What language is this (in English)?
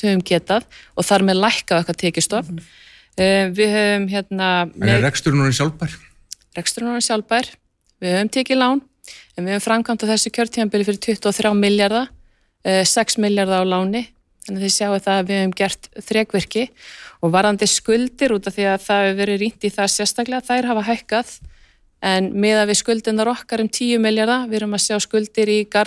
Icelandic